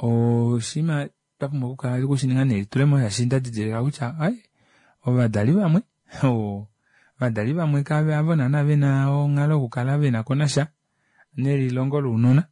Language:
Kuanyama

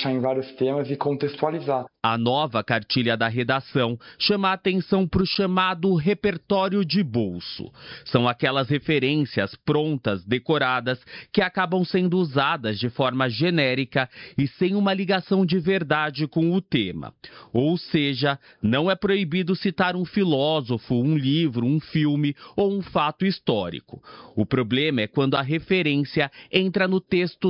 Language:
Portuguese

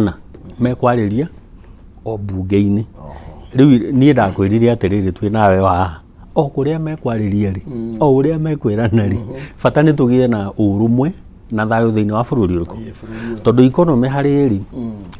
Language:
Kikuyu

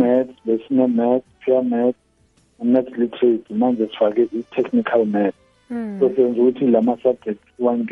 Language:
South Ndebele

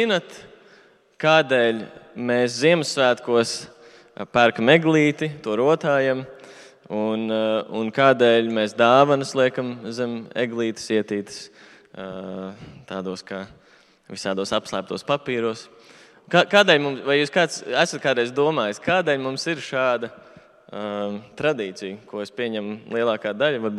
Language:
Latvian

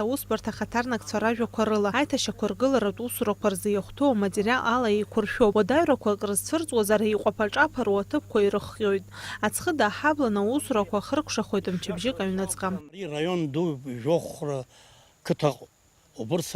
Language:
Abkhazian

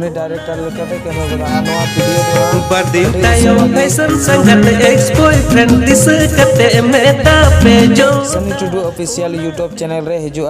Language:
Santali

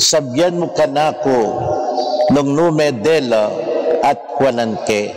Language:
Pampanga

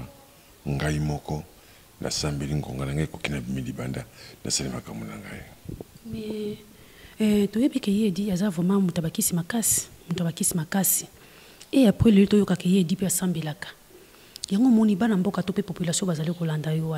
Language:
Lingala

